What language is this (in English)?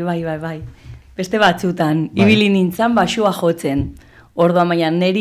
Basque